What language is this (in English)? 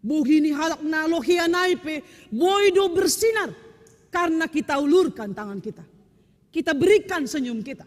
Batak Simalungun